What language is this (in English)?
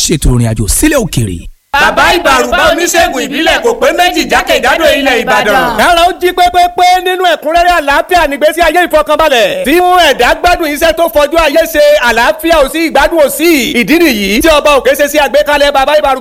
Yoruba